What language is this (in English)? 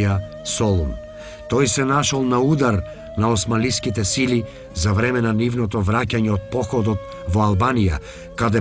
Macedonian